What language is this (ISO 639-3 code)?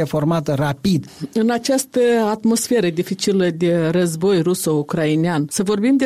ron